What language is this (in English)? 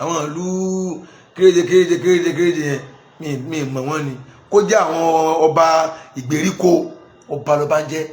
Yoruba